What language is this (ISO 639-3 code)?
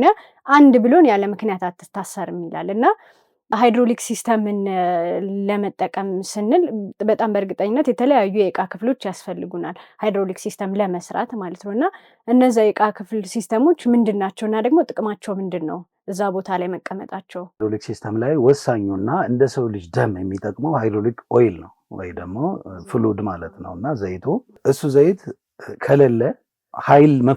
amh